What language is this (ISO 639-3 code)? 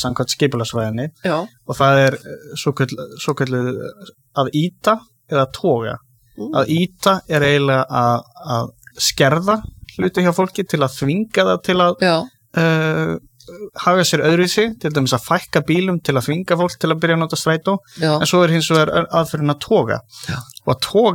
isl